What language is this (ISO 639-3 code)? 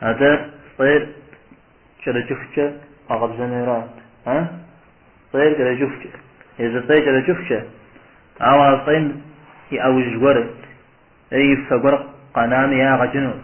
kbd